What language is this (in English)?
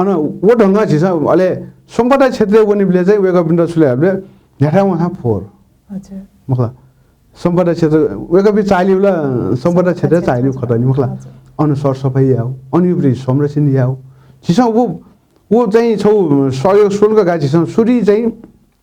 Newari